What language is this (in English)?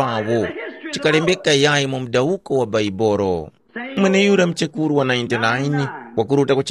Tumbuka